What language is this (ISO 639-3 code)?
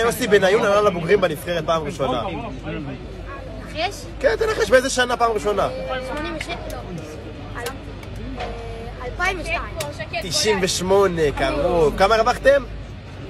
heb